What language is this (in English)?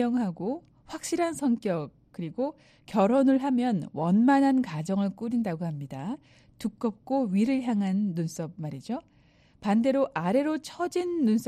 Korean